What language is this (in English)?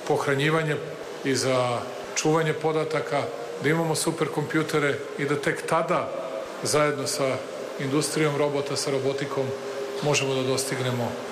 Serbian